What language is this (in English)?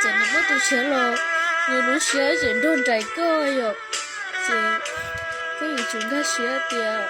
Hmong